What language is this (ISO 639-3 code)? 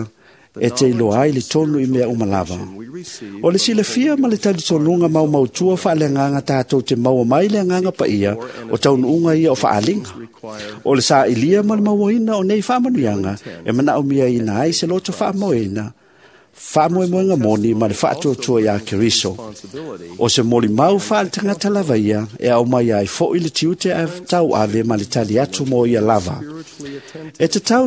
smo